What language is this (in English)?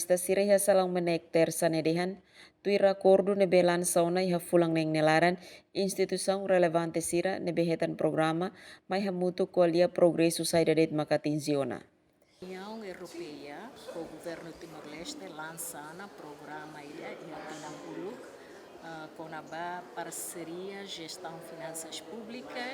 Tetum